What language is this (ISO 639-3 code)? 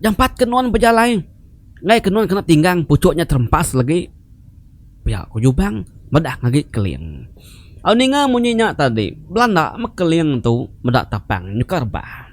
iba